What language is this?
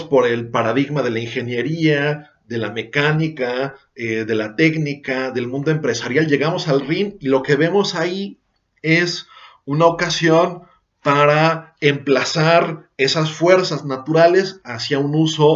Spanish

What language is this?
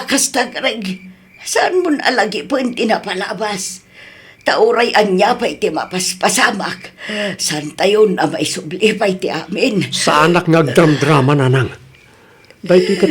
Iloko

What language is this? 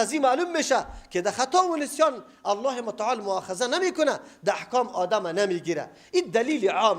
Persian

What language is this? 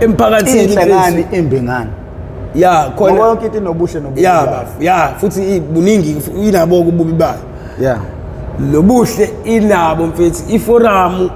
Zulu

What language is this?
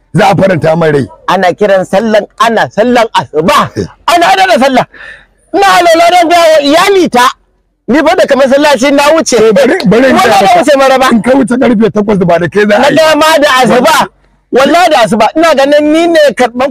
Hausa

